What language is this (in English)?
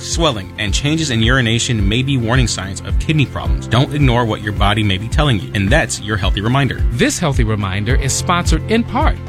English